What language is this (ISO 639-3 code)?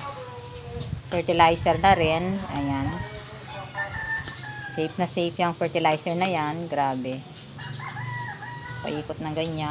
fil